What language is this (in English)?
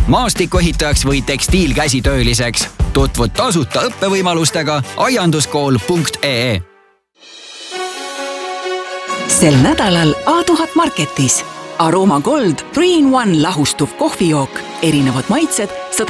Estonian